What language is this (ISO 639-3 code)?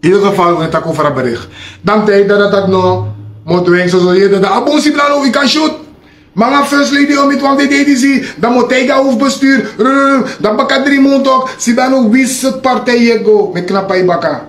srn